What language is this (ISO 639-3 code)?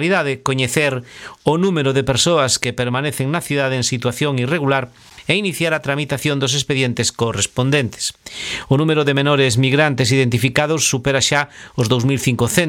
glg